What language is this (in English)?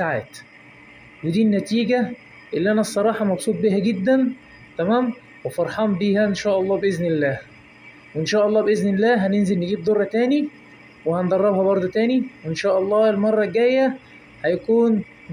Egyptian Arabic